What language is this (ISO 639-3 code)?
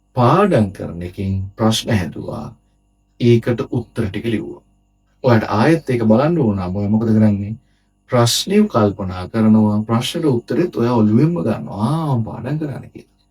sin